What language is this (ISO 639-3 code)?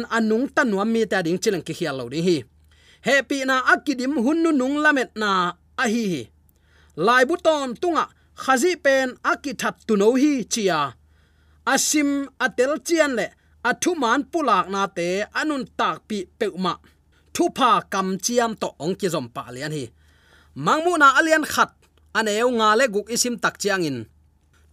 ctd